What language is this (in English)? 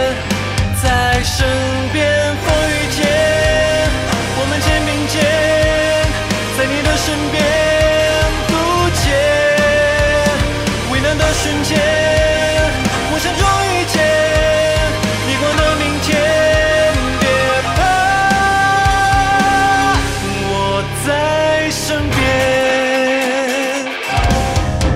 Chinese